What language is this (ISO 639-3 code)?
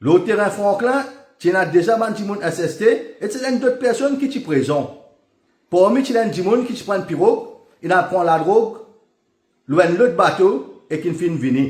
mfe